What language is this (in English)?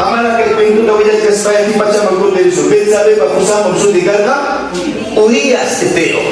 Ayacucho Quechua